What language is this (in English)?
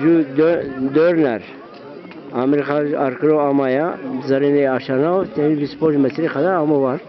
Zaza